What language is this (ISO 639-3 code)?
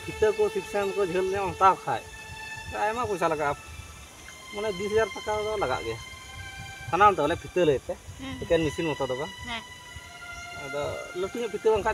sat